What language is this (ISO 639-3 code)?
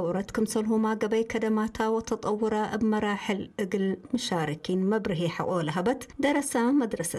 tig